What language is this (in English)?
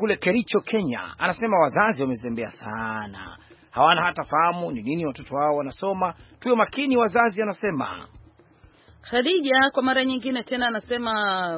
Swahili